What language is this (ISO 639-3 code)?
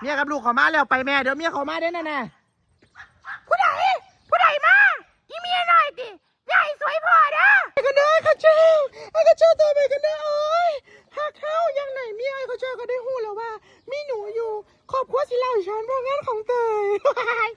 lao